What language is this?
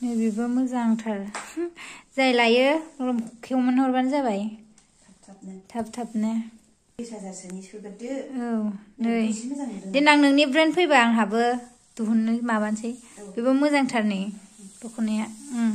Bodo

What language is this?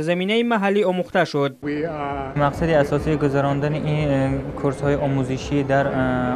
Tajik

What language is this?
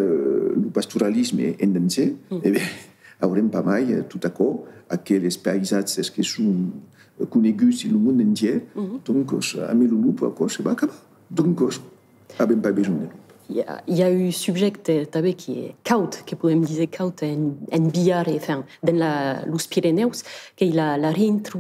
Occitan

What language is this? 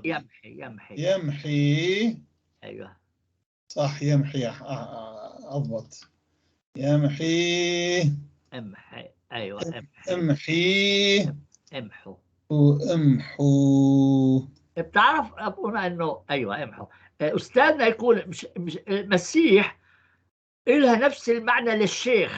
North Levantine Arabic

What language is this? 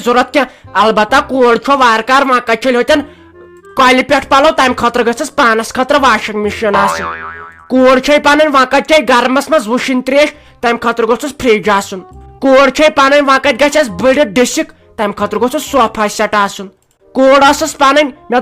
Kashmiri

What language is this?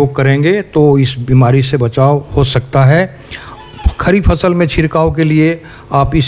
Hindi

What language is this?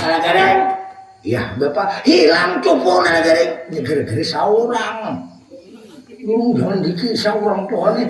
Banjar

